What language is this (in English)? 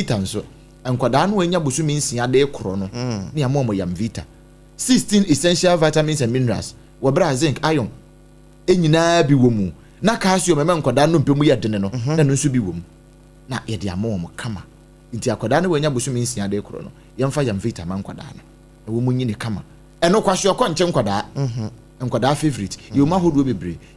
Akan